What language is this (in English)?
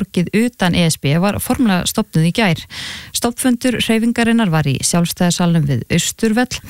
Icelandic